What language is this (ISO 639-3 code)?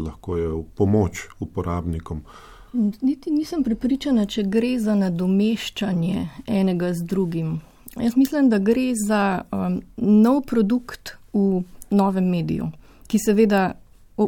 slv